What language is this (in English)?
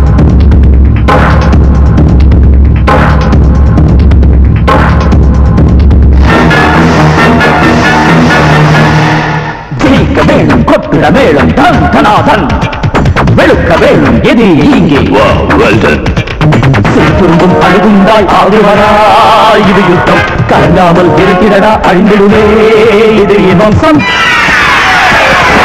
Tamil